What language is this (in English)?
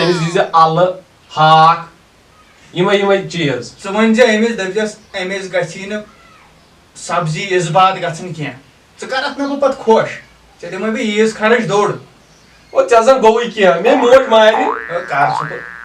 Kashmiri